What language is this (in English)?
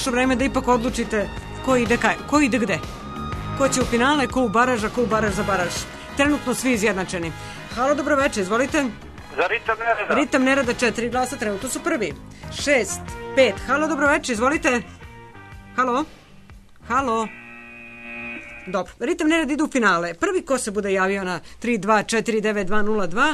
Serbian